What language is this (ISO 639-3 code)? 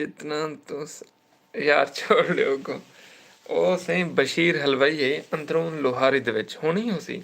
skr